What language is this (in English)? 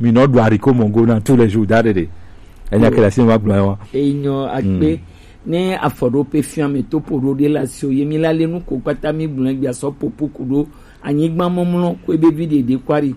Gen